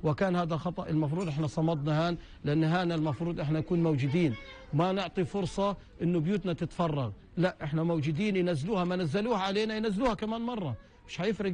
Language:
North Levantine Arabic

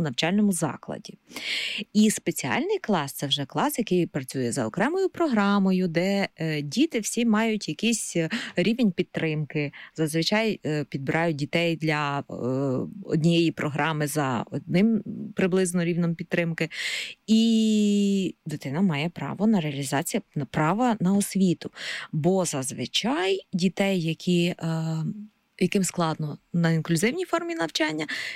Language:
Ukrainian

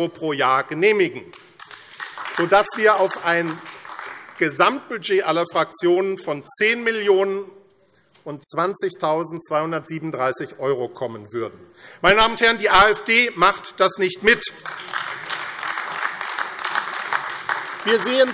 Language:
German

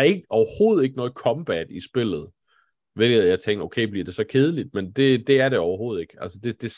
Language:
Danish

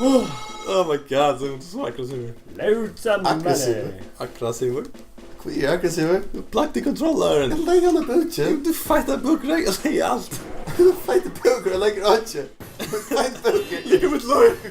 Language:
Faroese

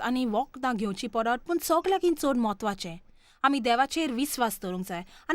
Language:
Konkani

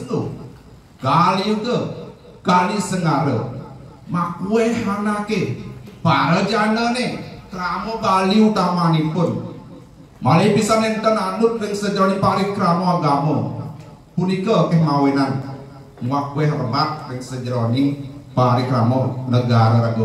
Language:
Balinese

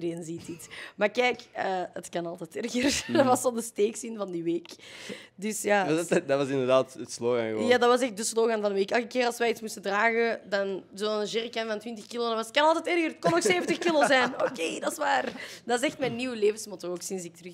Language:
Dutch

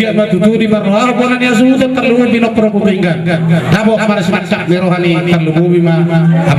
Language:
Batak Toba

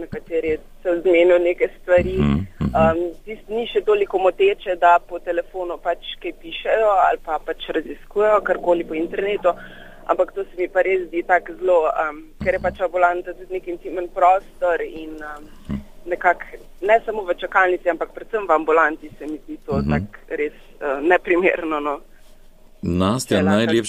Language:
Slovenian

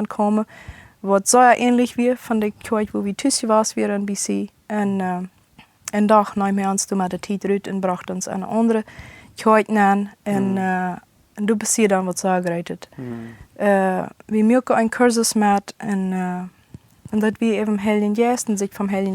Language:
Plautdietsch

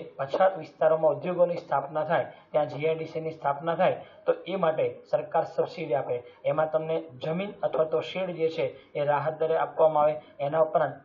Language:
Gujarati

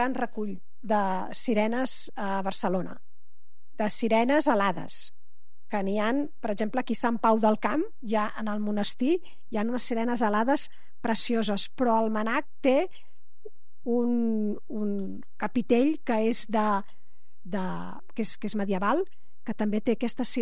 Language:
Catalan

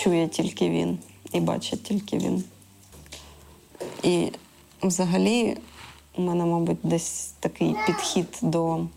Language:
Ukrainian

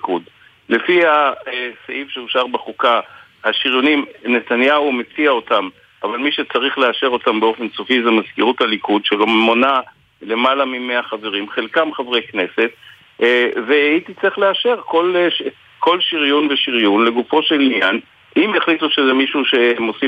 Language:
Hebrew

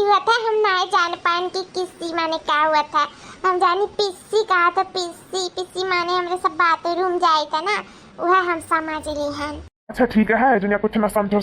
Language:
Awadhi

